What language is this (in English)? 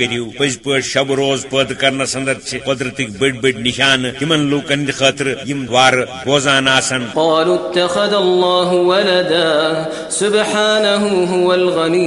Kashmiri